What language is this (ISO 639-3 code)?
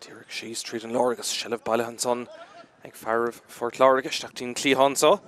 gle